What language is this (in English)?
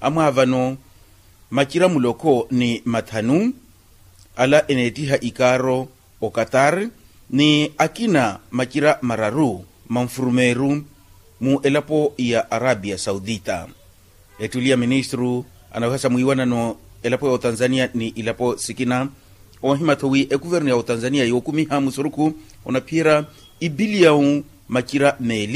Makhuwa